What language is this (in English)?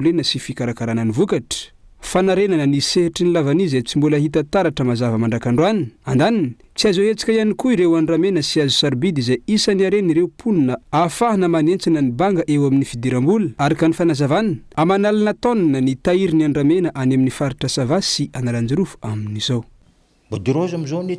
Malagasy